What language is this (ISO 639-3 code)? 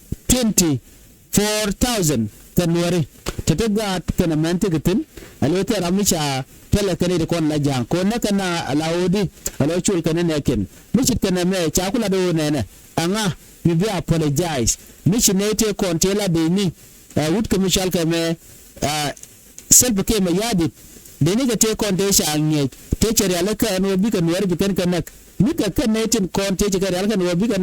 nus